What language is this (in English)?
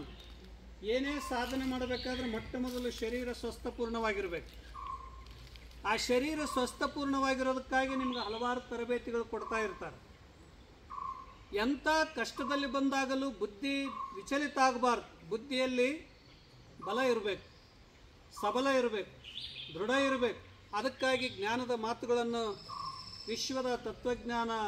Kannada